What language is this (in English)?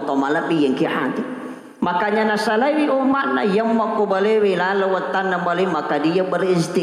Buginese